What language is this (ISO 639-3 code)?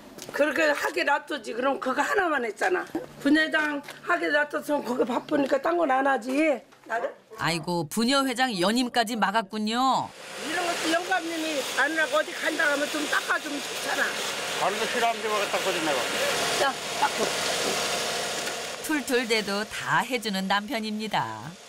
kor